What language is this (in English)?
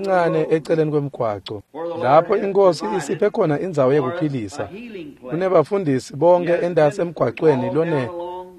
Swati